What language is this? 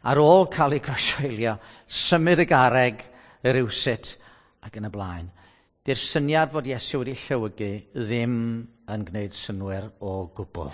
Welsh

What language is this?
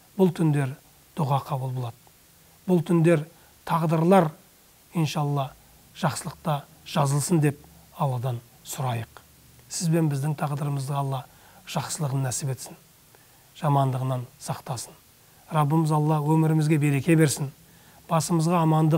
Kazakh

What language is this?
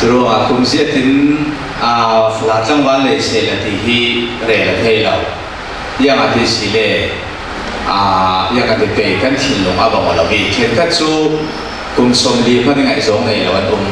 Falam Chin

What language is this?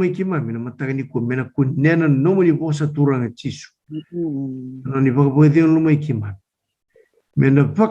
Fijian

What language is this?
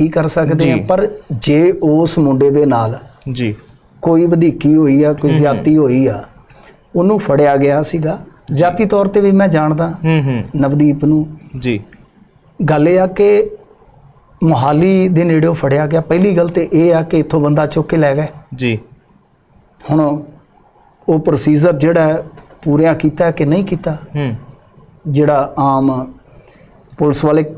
Punjabi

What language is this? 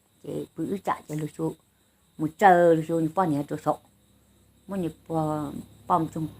Hmong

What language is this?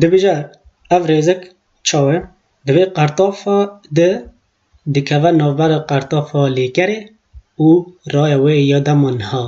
Kurdish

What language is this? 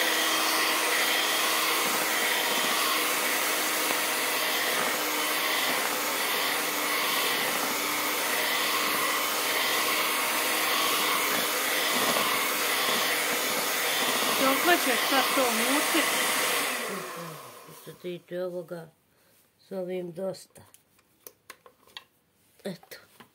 Croatian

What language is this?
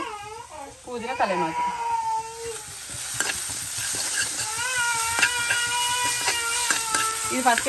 Telugu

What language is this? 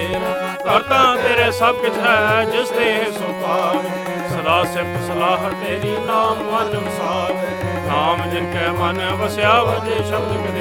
Punjabi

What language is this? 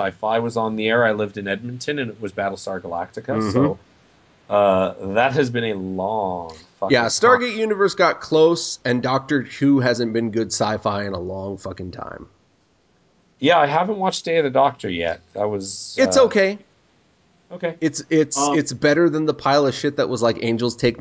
English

